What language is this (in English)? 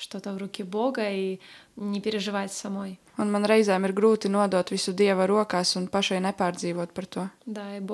Latvian